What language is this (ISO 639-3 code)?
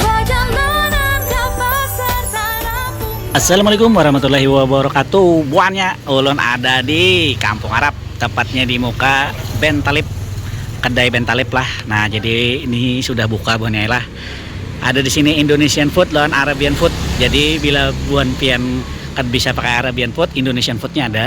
bjn